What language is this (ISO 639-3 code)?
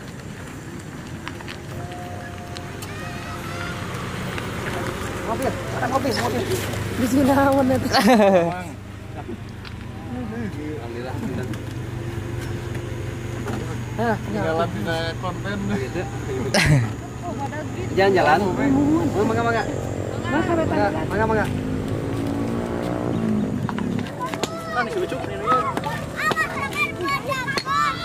ind